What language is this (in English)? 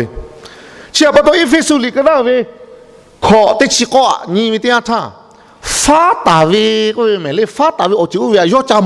Lahu